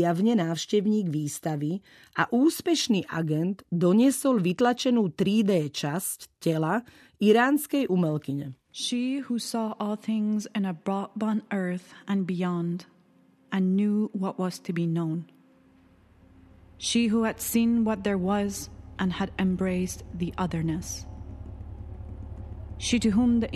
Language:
Slovak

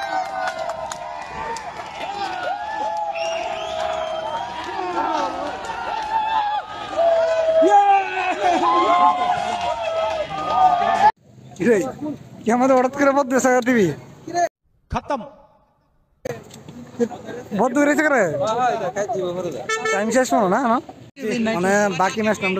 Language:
Bangla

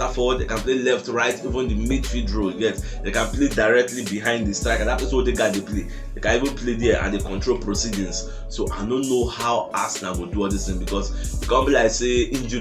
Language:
Nigerian Pidgin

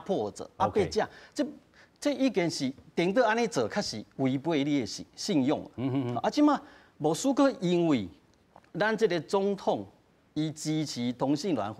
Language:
Min Nan Chinese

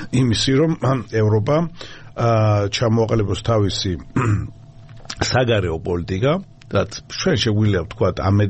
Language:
Georgian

